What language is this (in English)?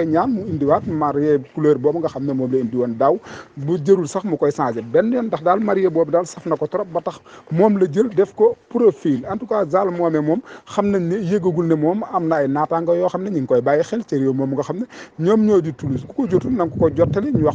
Wolof